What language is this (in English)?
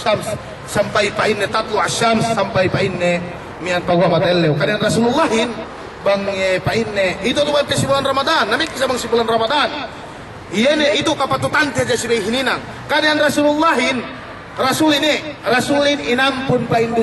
Yakan